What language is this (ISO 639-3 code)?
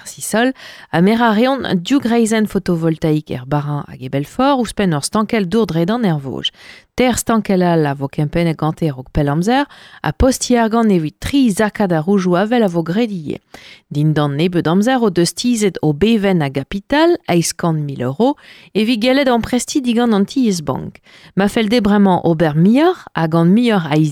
bre